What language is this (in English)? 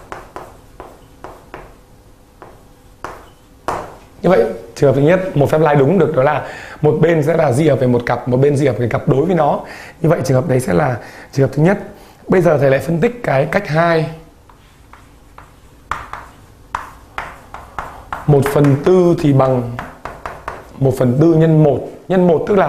Vietnamese